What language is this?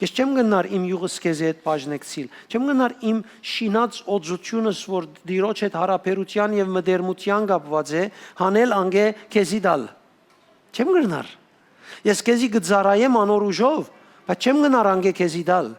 Western Armenian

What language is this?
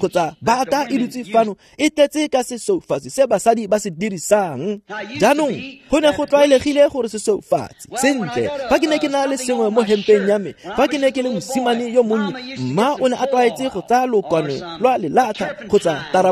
Tswana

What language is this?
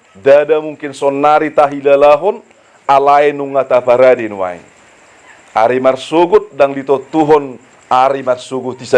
Batak Toba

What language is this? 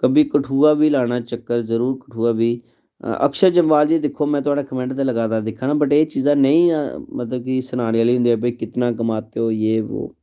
Dogri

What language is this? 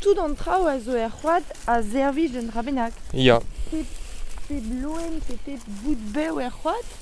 Breton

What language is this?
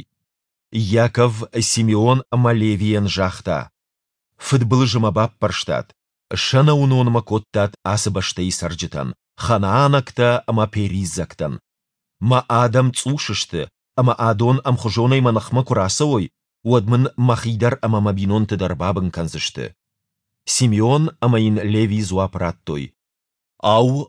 Ossetic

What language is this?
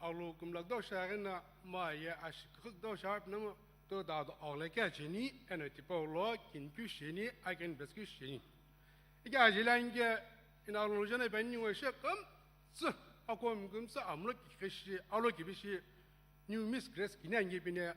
Sumi Naga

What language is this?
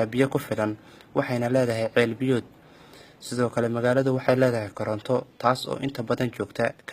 Somali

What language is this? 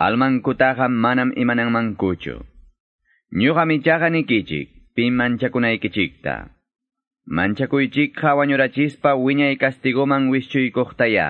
Quechua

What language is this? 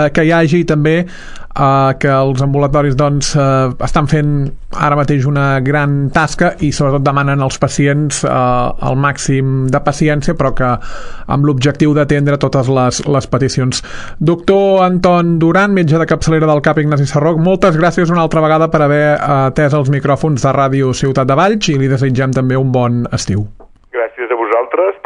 Catalan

